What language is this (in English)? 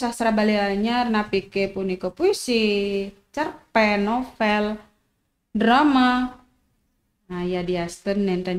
Balinese